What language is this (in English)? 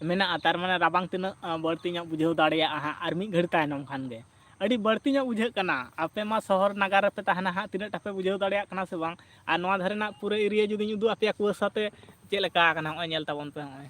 Santali